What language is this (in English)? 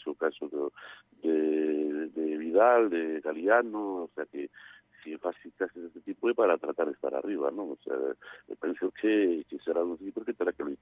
Galician